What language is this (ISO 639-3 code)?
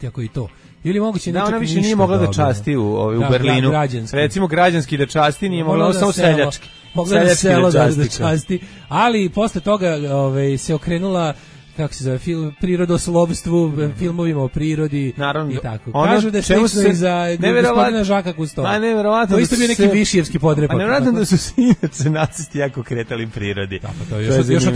srp